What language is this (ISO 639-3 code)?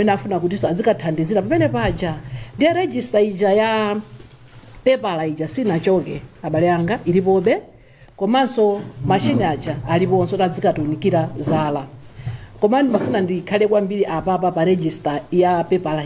nya